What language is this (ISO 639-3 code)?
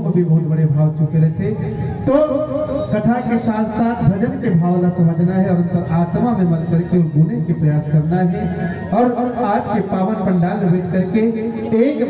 hne